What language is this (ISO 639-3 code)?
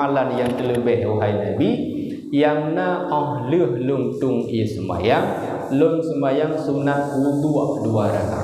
ace